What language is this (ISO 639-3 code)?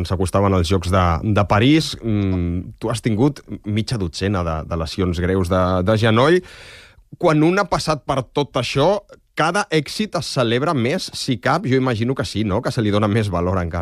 cat